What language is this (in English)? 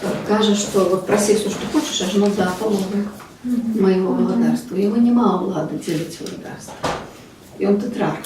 Belarusian